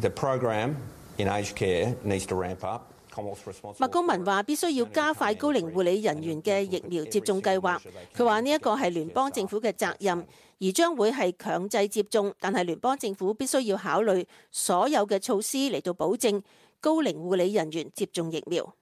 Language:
Cantonese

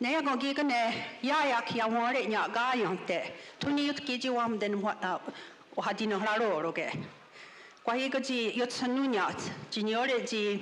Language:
Mohawk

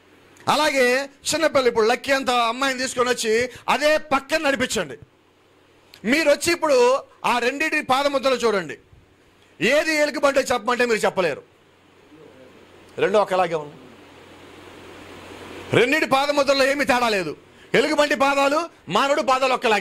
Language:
Telugu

